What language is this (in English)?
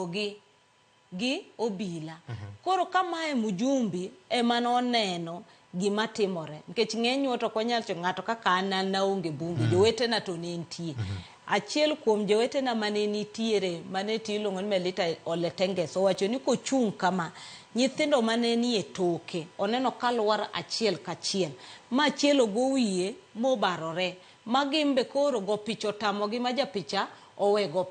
Luo (Kenya and Tanzania)